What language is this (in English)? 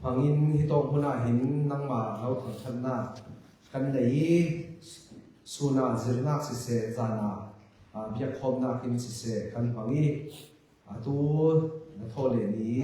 Falam Chin